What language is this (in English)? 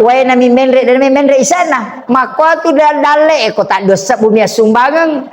Buginese